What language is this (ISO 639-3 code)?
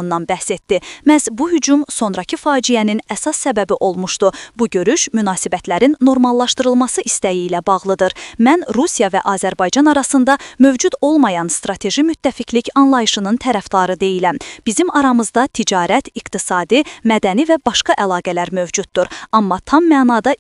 aze